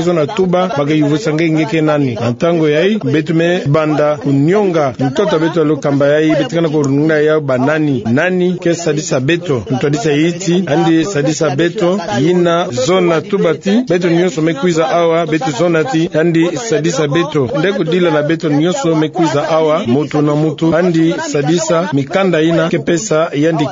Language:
Kituba (Democratic Republic of Congo)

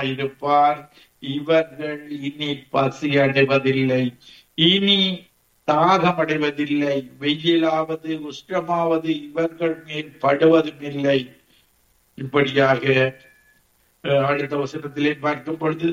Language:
Tamil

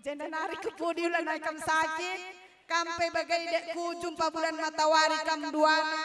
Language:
Batak Karo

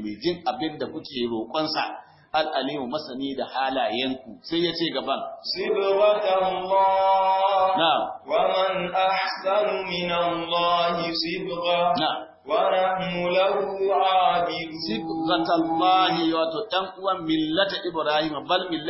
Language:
Hausa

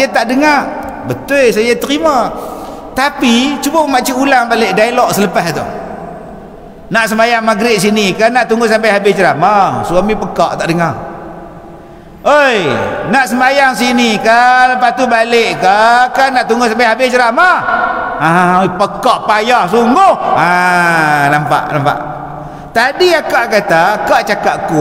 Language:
Malay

